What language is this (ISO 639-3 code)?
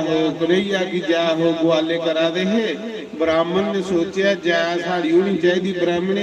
doi